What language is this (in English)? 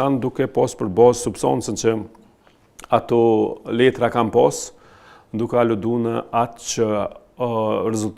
Albanian